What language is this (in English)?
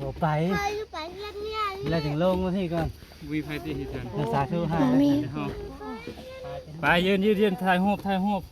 Lao